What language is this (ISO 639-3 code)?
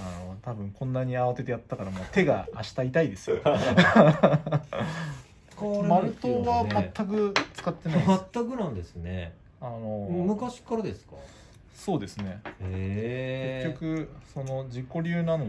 jpn